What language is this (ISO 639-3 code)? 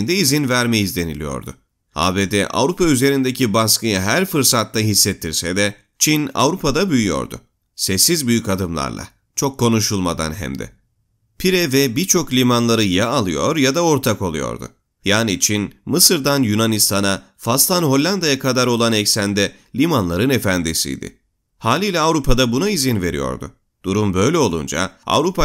tur